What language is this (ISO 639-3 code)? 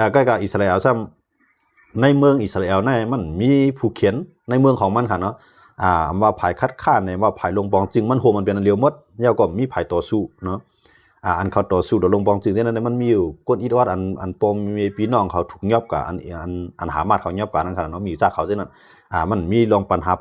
shn